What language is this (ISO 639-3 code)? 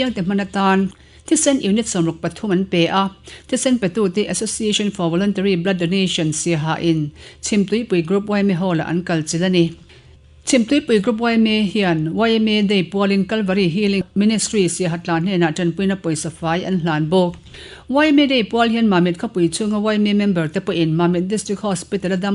lus